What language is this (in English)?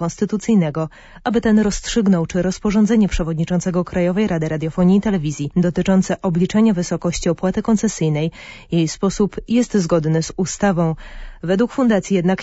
Polish